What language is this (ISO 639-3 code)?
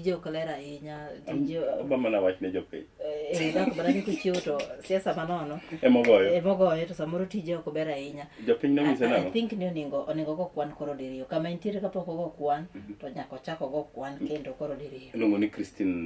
luo